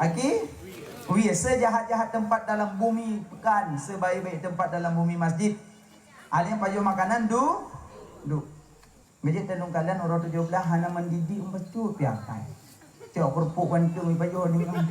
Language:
Achinese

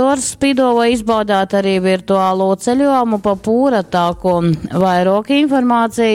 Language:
Latgalian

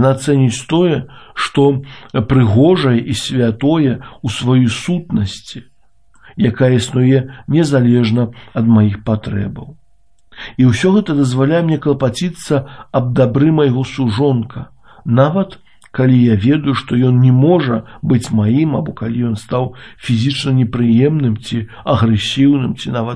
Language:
Belarusian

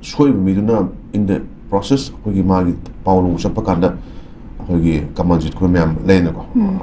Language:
Manipuri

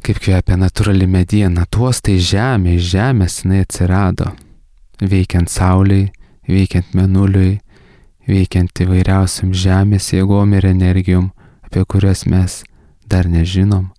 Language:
Lithuanian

